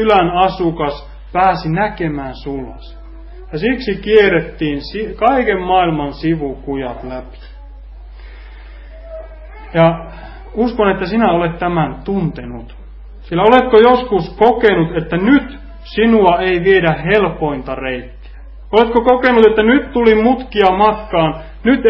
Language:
Finnish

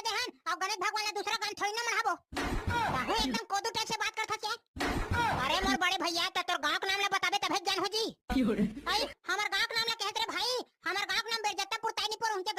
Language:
Chhattisgarhi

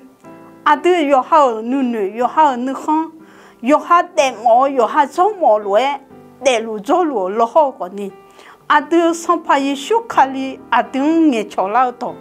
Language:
Akha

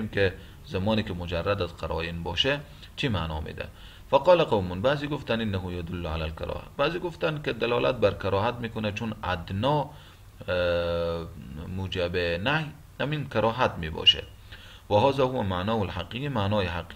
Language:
Persian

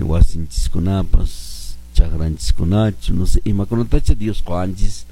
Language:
Quechua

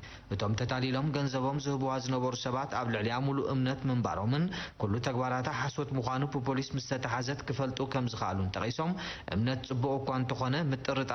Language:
Tigrinya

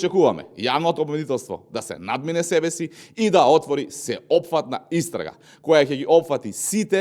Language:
Macedonian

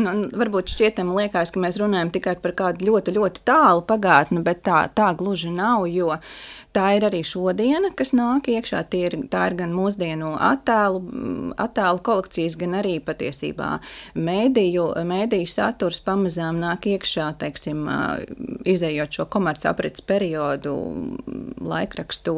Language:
Latvian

